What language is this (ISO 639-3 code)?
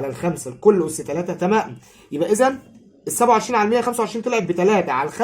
arz